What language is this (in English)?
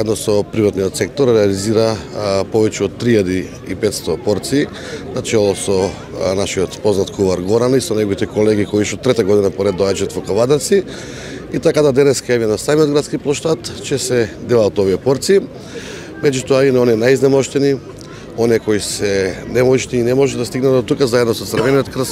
Macedonian